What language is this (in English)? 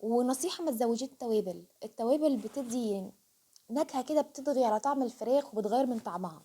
Egyptian Arabic